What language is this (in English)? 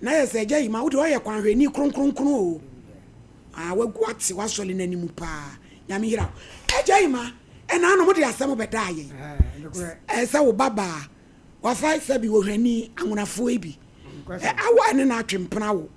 Akan